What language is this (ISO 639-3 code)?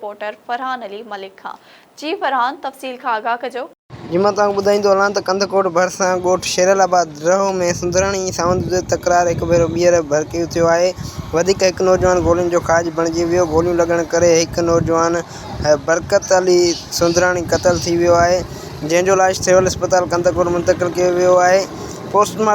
snd